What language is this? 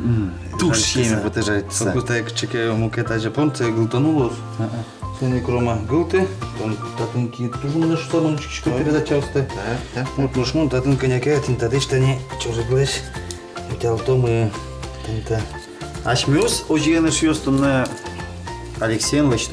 Udmurt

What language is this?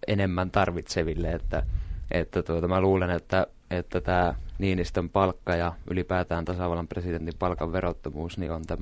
Finnish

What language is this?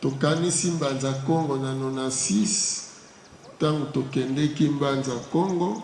Lingala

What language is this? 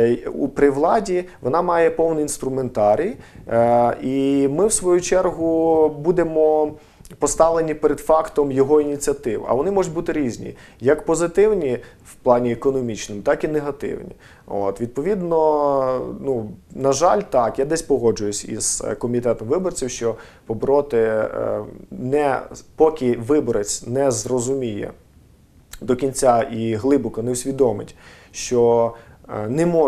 Ukrainian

